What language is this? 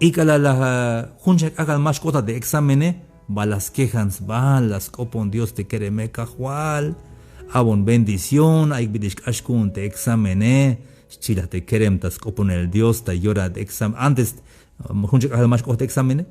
Tzeltal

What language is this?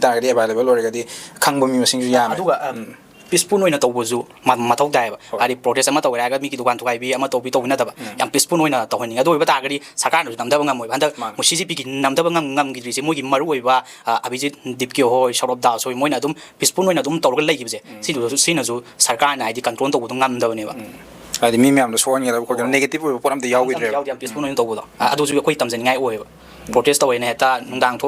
Manipuri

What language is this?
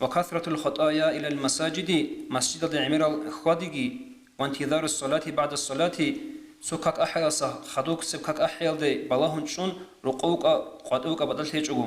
Avaric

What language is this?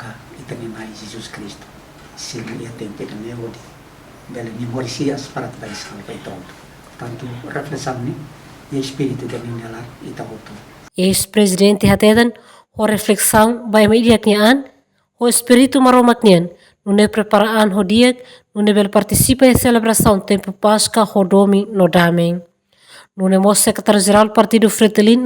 Tetum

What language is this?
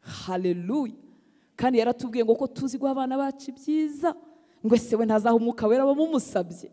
Kinyarwanda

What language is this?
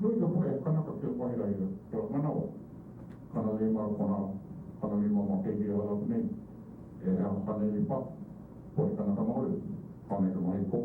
Hawaiian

